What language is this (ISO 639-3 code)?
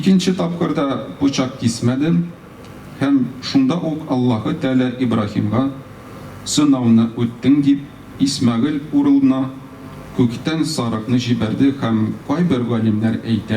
tat